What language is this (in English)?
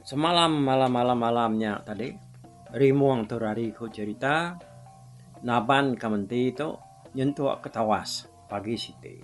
Iban